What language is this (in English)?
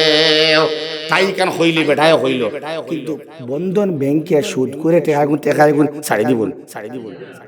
Sylheti